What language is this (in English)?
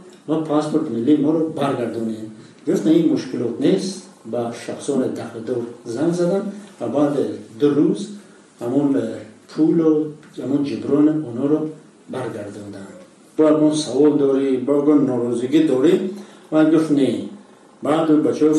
Tajik